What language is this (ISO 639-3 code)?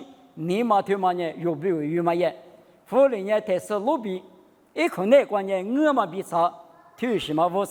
lis